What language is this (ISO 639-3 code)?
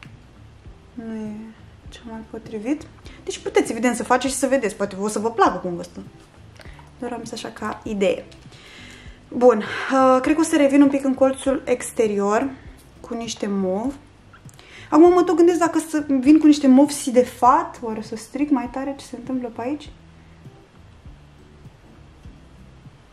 ron